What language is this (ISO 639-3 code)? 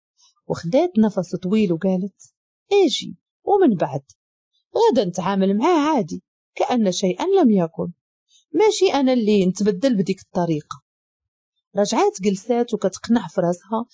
ary